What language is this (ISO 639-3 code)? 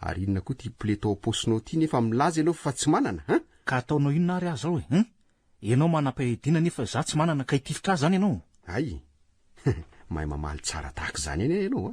mlg